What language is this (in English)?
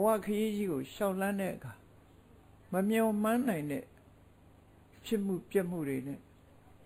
Burmese